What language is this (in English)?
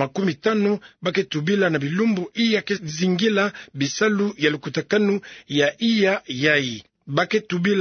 Kituba (Democratic Republic of Congo)